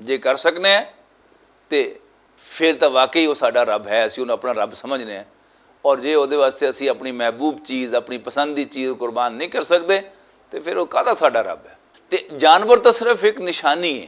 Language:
Western Panjabi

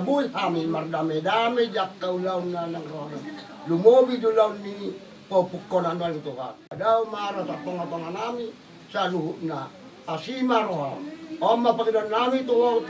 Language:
Batak Toba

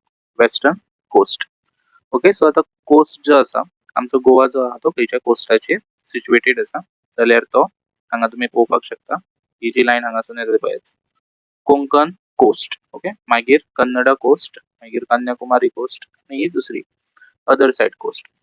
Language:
Konkani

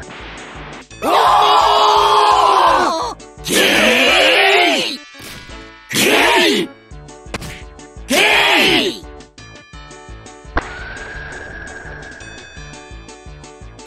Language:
Japanese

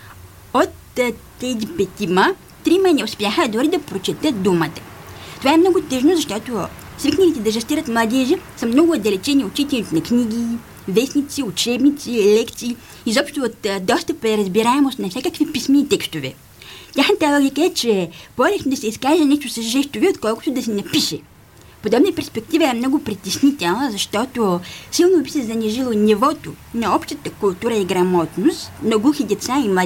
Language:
Bulgarian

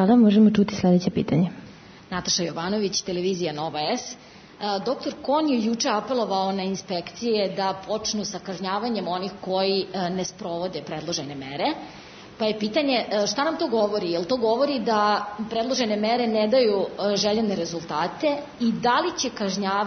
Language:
Serbian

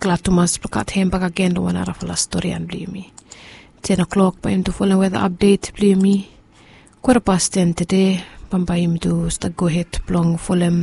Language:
Bislama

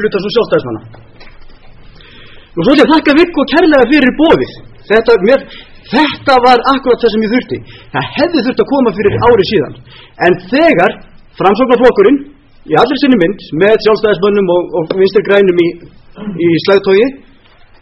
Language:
Icelandic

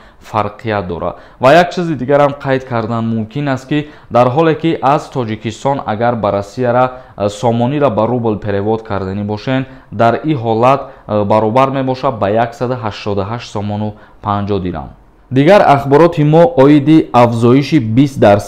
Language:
Tajik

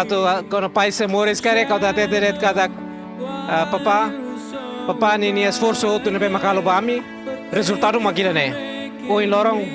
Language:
Tetum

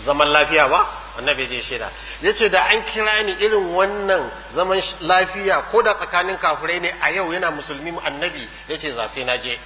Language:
Hausa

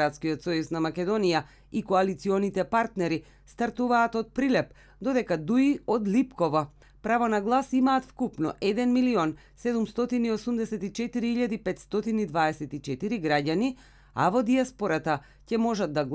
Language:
Macedonian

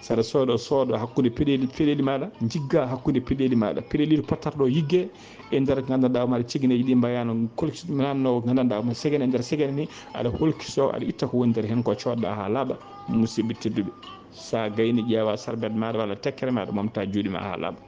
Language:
Fula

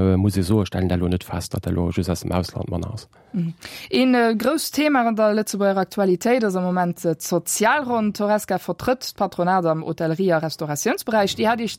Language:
Luxembourgish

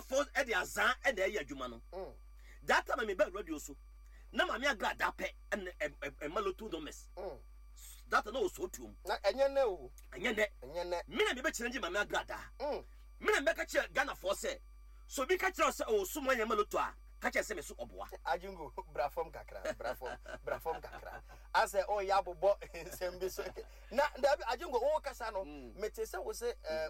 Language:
Akan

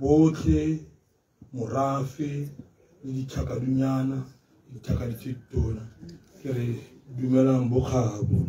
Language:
Tswana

